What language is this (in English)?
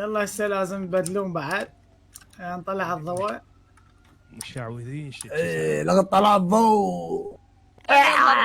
Mesopotamian Arabic